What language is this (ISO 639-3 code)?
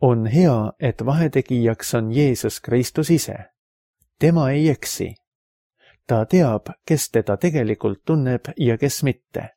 est